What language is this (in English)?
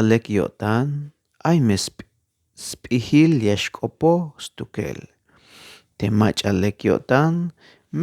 Tzeltal